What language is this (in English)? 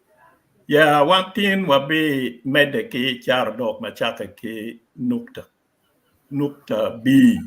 Acoli